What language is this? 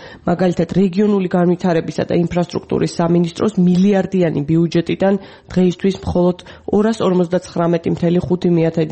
Georgian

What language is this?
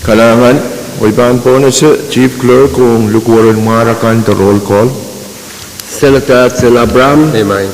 Pohnpeian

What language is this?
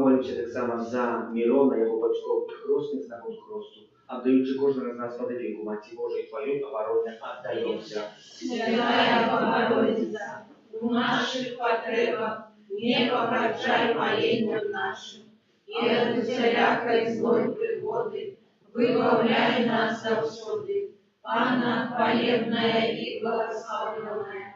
Belarusian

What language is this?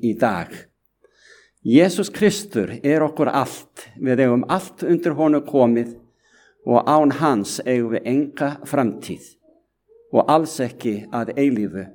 Icelandic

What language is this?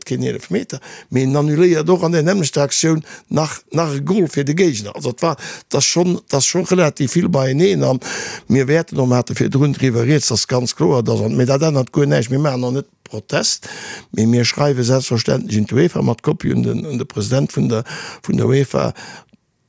Luxembourgish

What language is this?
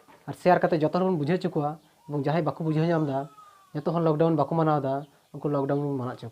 Santali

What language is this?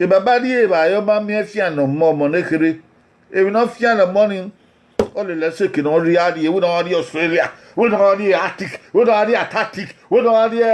Bini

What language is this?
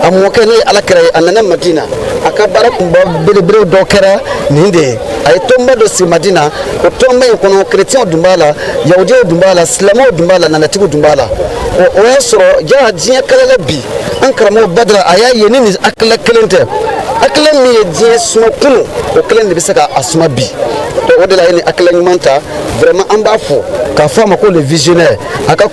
Bambara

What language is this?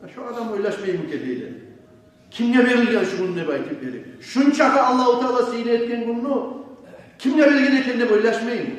Kumyk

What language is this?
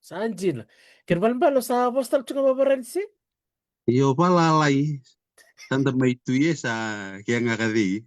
Fijian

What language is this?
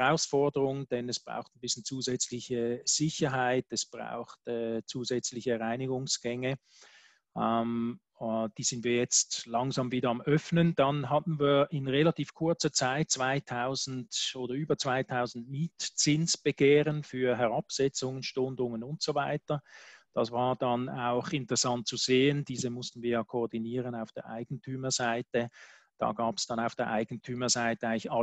German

